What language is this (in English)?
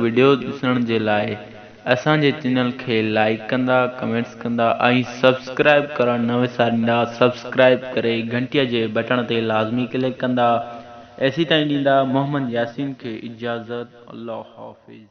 Sindhi